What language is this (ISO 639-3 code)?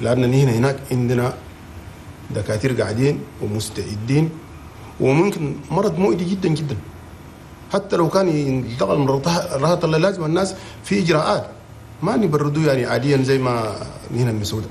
shu